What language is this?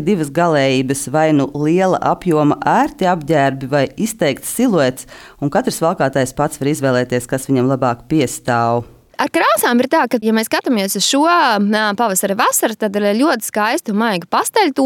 Latvian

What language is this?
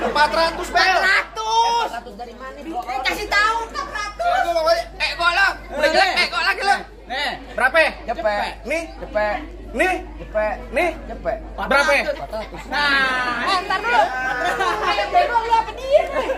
Betawi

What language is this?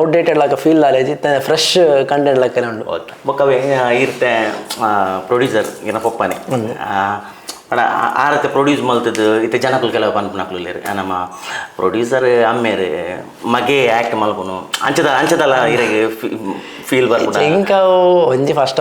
Tulu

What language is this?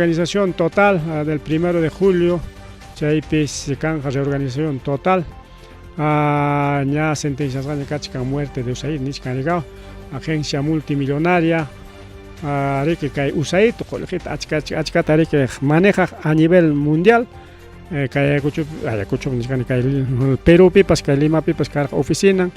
Ayacucho Quechua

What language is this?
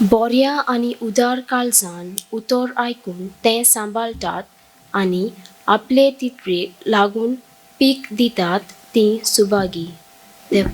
Konkani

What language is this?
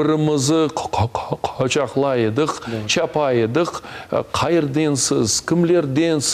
Crimean Tatar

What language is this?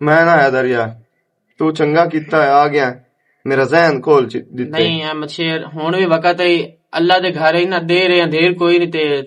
Western Panjabi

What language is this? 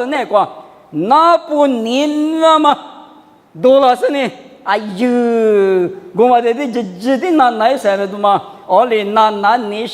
Lisu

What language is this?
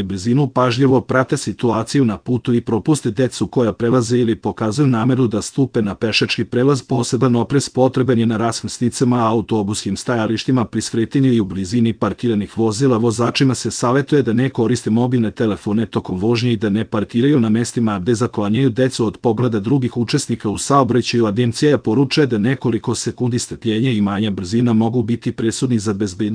Serbian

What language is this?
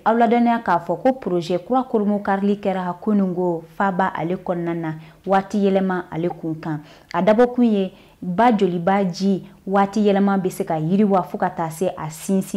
Bambara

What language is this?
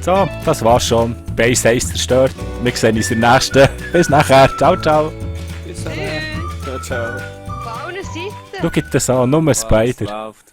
Swiss German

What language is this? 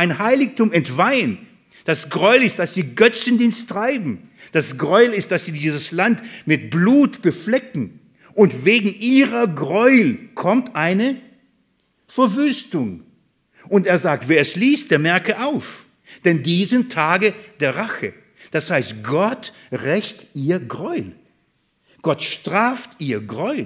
German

